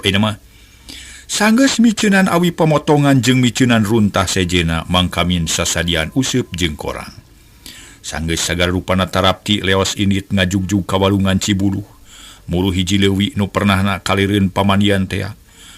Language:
Sundanese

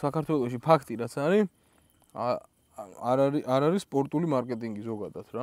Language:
Georgian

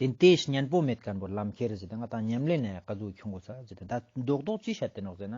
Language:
Ladakhi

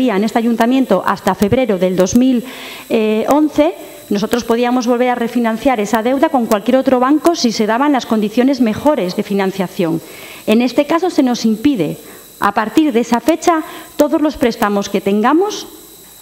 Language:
Spanish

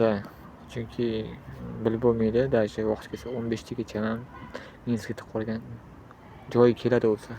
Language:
Uzbek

